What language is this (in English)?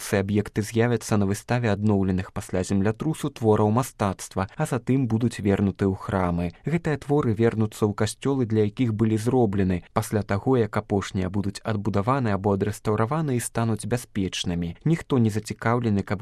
Belarusian